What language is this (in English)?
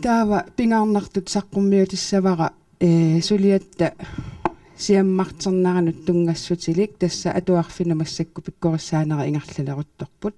Kalaallisut